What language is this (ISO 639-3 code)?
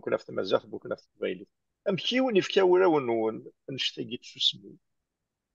kab